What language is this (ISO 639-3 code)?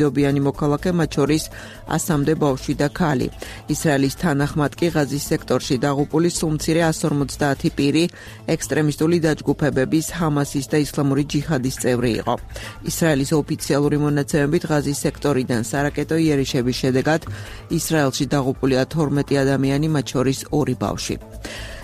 kat